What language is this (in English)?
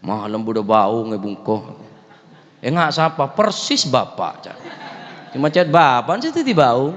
Madurese